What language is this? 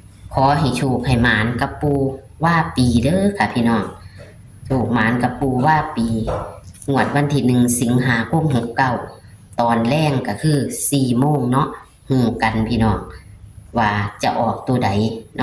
Northeastern Thai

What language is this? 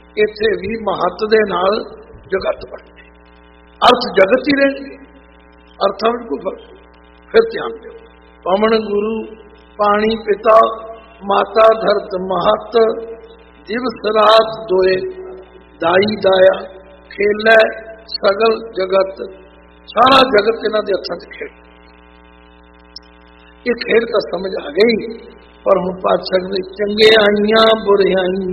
Punjabi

